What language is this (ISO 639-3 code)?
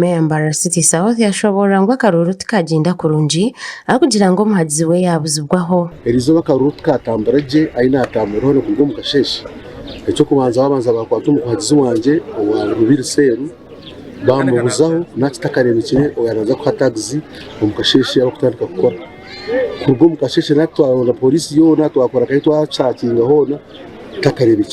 nyn